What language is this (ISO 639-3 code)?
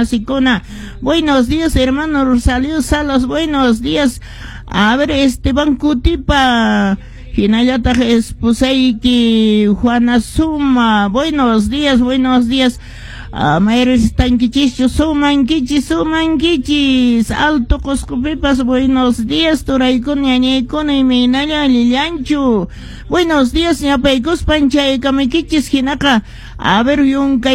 que